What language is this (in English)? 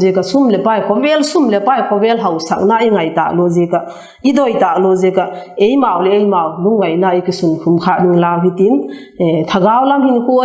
Vaiphei